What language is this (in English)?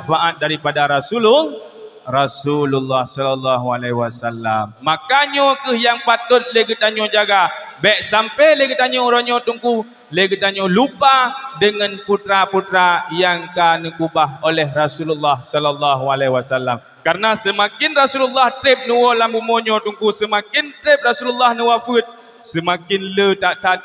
Achinese